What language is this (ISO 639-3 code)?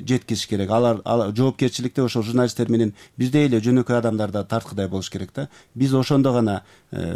kir